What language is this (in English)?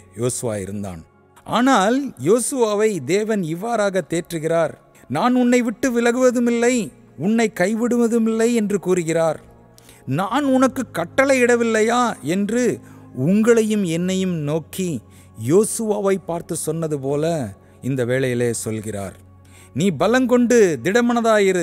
Tamil